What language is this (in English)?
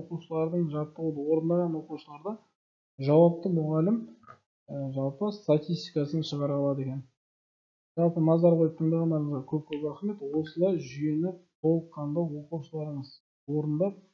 Kazakh